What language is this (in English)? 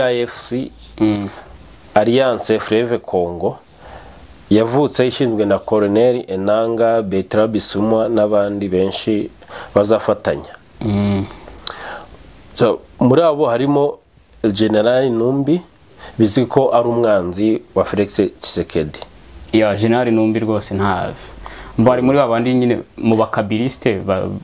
Kinyarwanda